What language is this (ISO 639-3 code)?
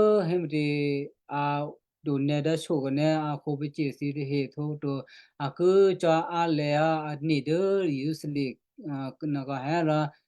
kyu